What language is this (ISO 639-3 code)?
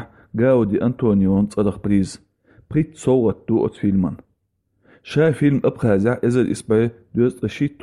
che